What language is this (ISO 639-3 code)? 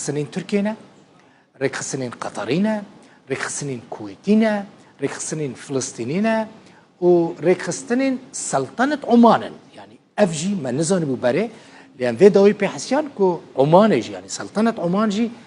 kur